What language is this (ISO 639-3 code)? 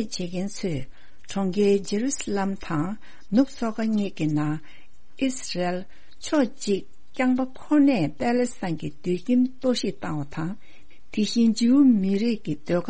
bod